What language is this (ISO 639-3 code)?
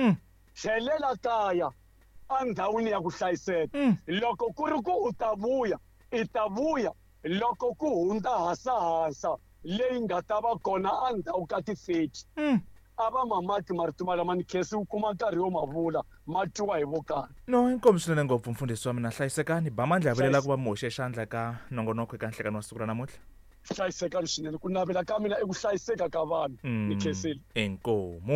tso